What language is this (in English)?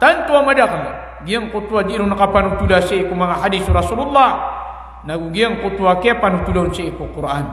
Maranao